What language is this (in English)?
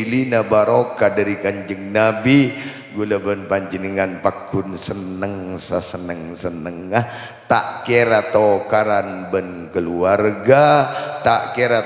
Madurese